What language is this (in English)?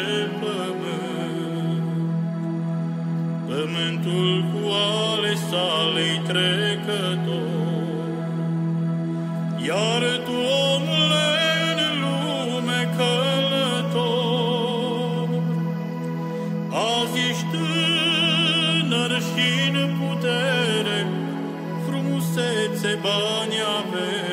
Romanian